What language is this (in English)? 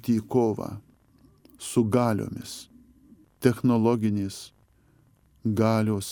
Lithuanian